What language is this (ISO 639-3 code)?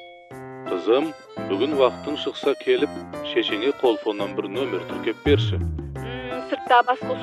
kaz